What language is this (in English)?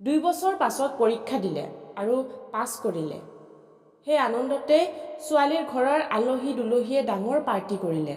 Assamese